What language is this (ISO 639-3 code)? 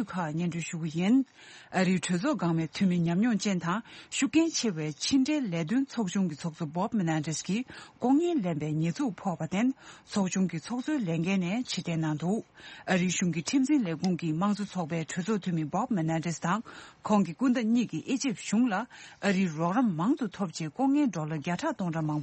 bod